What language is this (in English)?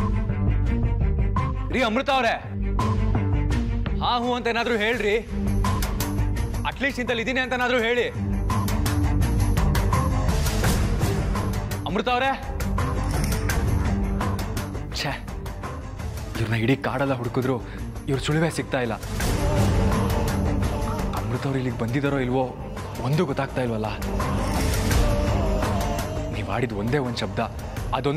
Kannada